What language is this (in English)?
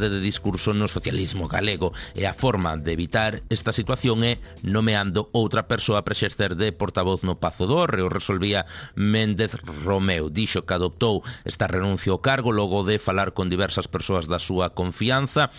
Galician